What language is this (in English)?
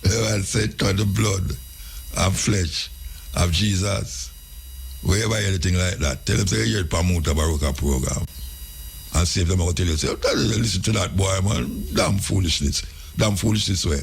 Jamaican Creole English